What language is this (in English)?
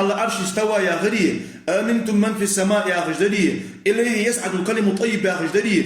Ingush